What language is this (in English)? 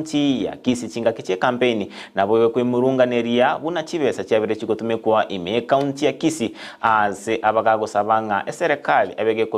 Gusii